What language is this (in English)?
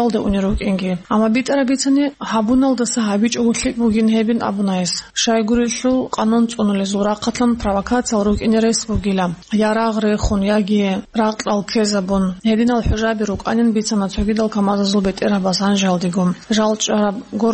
Avaric